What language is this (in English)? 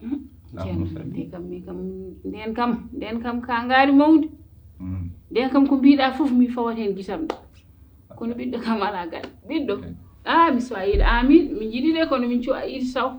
Fula